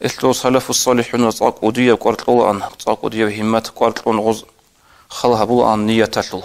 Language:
Avaric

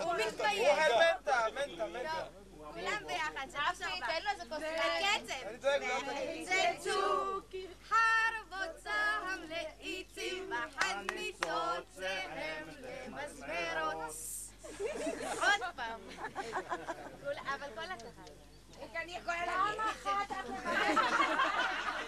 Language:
Hebrew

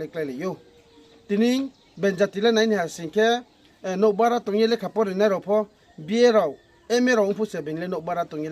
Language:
Riang (India)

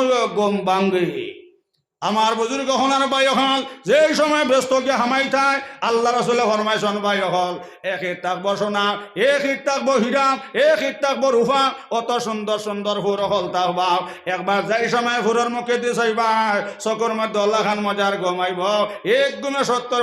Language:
Sylheti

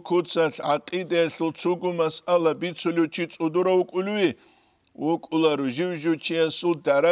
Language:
Avaric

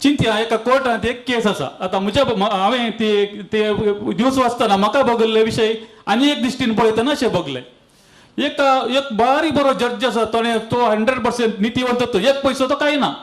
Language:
Konkani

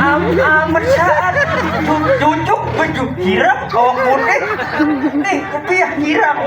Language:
Banjar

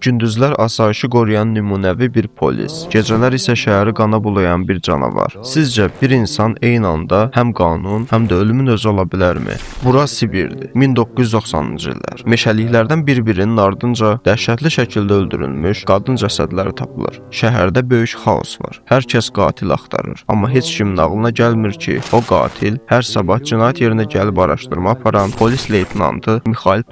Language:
Azerbaijani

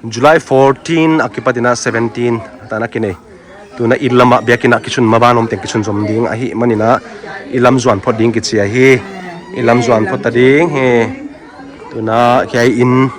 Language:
Tedim Chin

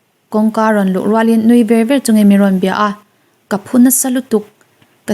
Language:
Mizo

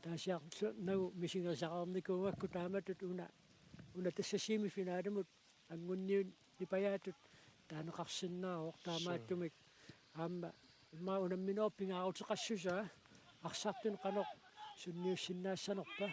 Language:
Kalaallisut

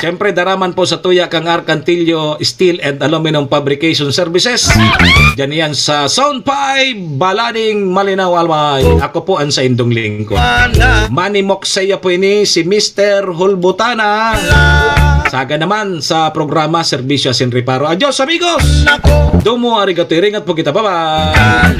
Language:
Bikol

